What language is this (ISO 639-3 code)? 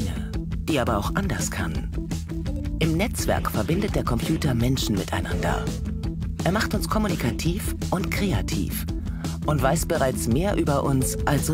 deu